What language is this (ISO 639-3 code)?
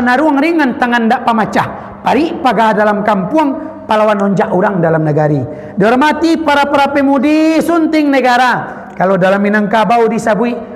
min